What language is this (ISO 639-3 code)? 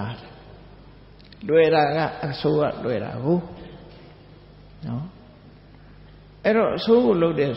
mya